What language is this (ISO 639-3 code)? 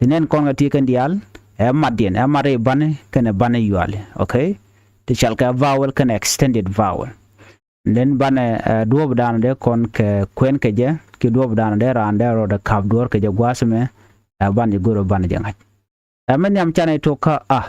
nus